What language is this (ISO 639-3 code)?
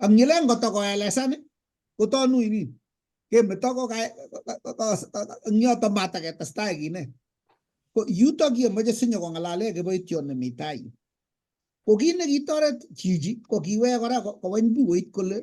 kln